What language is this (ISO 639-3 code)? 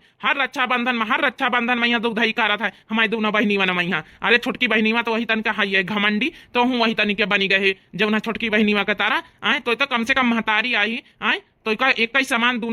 awa